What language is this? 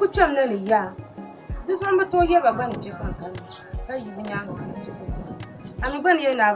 Dagbani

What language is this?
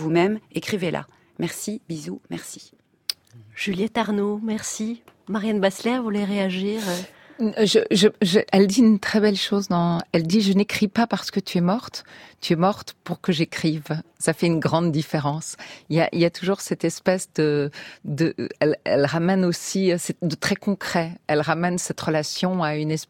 French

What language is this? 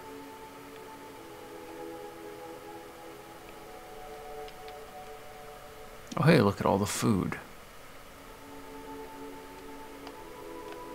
English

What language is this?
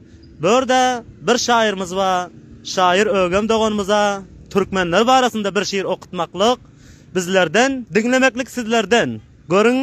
Turkmen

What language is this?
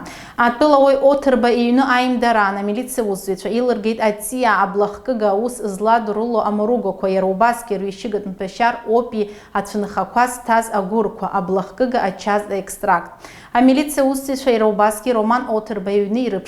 Abkhazian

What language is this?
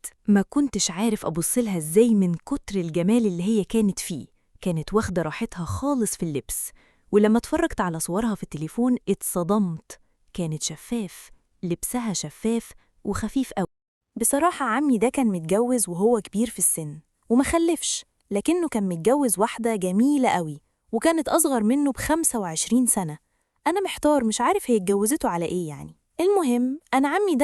Egyptian Arabic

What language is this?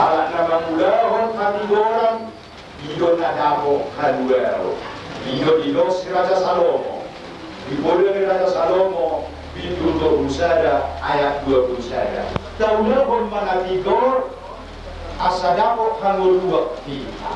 Batak Toba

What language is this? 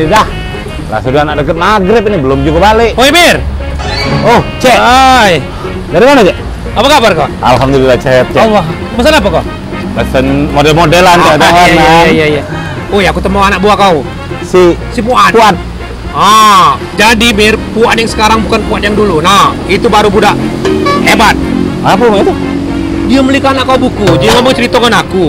Musi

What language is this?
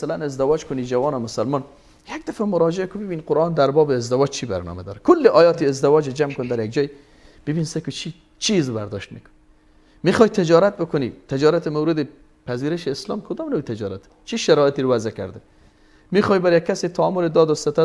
Persian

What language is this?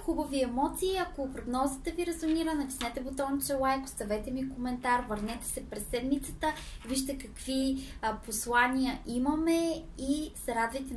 Bulgarian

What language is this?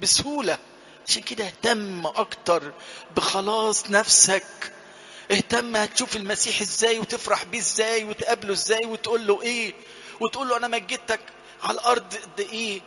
Egyptian Arabic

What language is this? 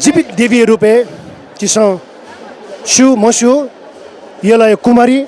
Newari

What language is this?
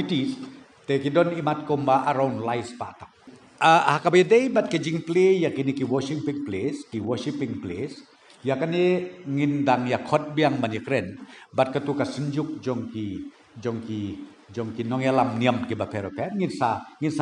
Khasi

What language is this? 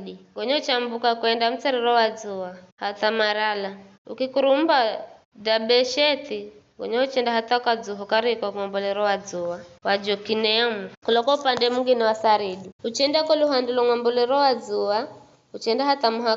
Giryama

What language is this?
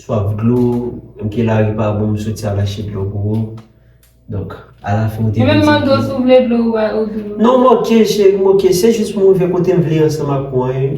Haitian Creole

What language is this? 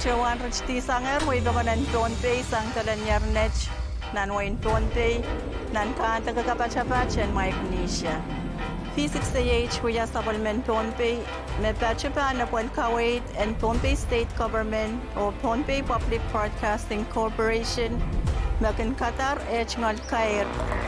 Pohnpeian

